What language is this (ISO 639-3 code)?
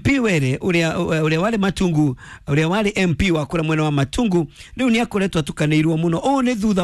kik